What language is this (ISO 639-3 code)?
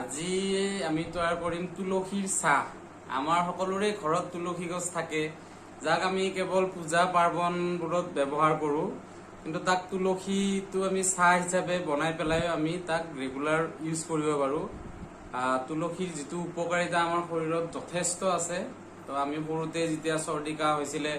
asm